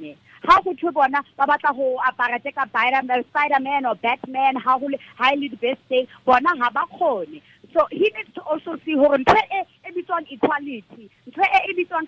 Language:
Tswana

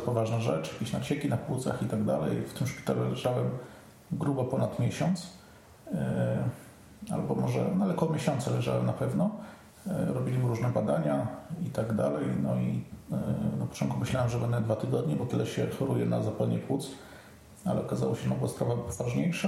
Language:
Polish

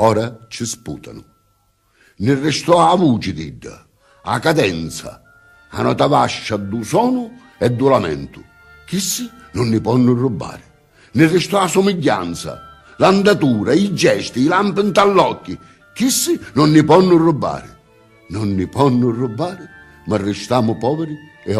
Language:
Sicilian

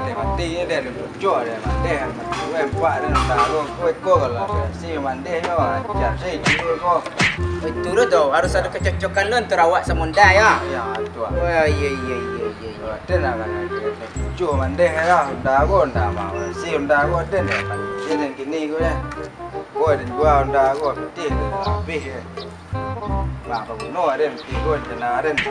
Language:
Minangkabau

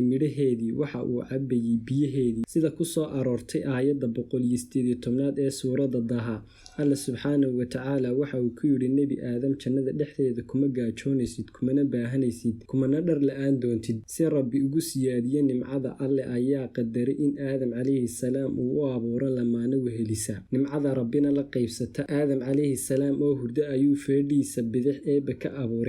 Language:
Somali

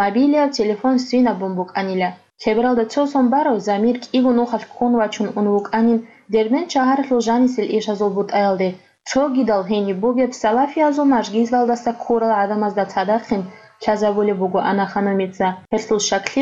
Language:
Avaric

